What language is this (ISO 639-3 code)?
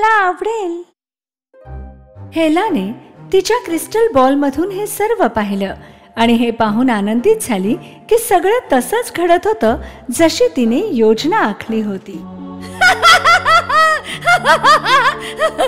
mar